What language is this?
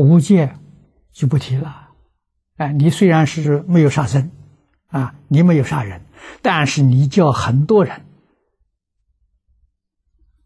Chinese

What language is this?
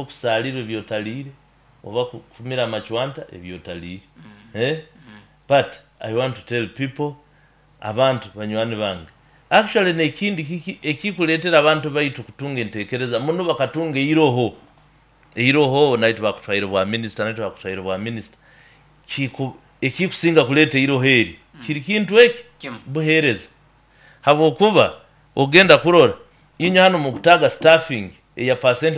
Nyoro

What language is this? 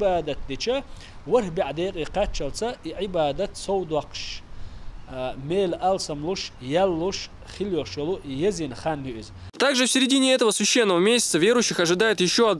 Chechen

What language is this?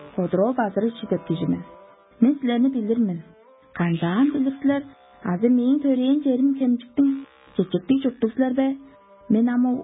Tuvinian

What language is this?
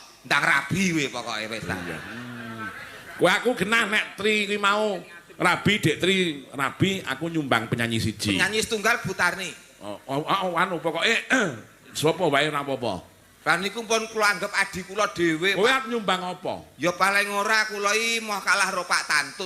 Javanese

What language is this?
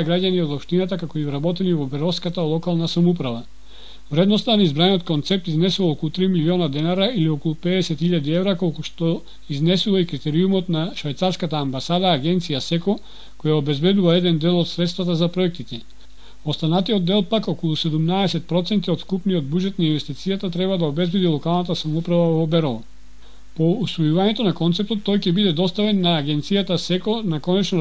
Macedonian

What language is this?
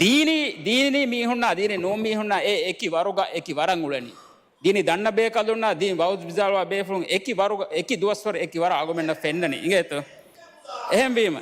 Divehi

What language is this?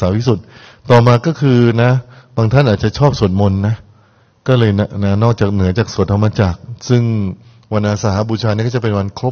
Thai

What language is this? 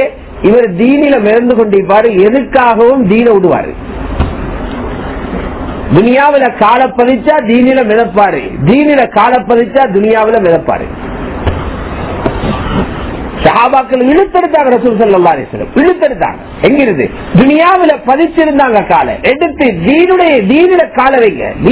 Tamil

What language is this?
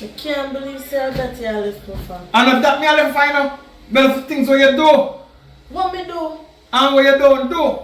Jamaican Creole English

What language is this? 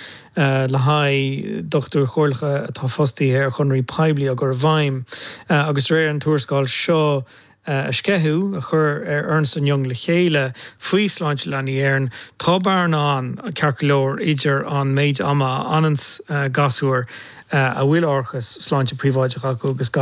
Irish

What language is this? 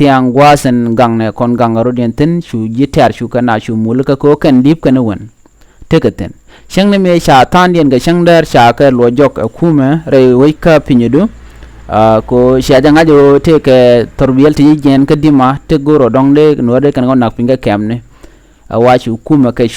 Nuer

